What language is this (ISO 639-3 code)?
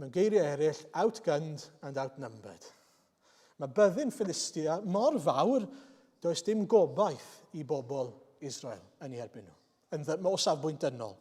cym